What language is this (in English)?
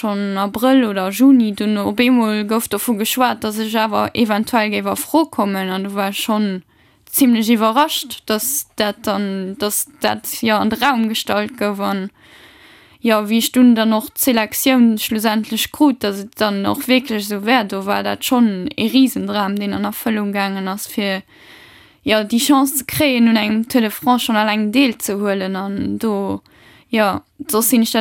Luxembourgish